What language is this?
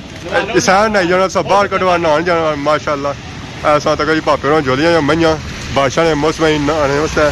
Pahari-Potwari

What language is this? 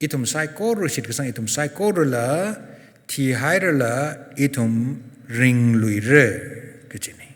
Tangkhul Naga (India)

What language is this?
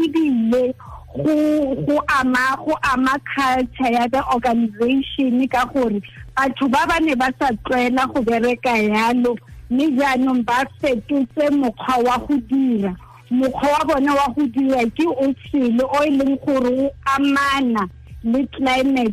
Tswana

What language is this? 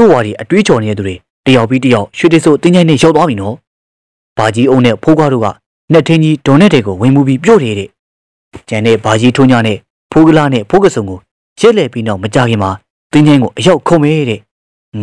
Burmese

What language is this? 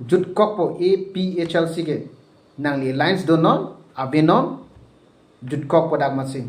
Karbi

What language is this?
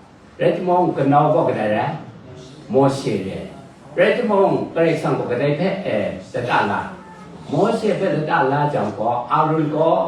Kachin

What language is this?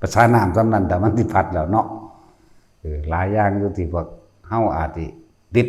Lao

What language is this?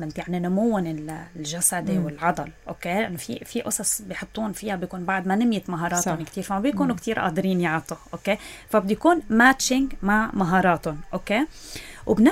North Levantine Arabic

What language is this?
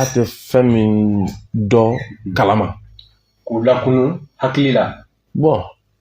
Bambara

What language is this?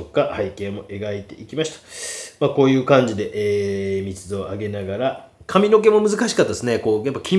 Japanese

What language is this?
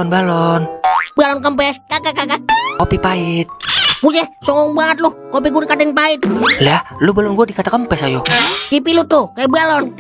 Betawi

